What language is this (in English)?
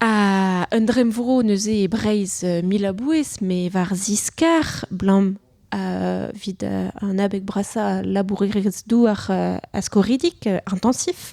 Breton